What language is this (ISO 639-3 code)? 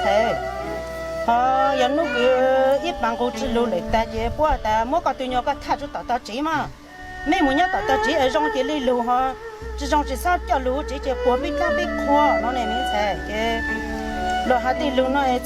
hmn